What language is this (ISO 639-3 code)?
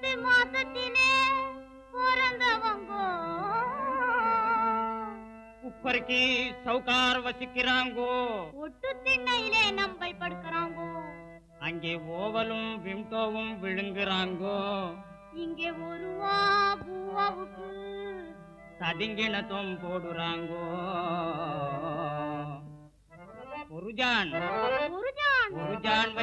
tam